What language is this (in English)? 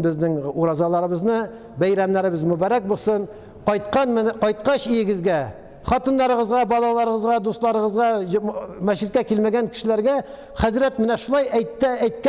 Tatar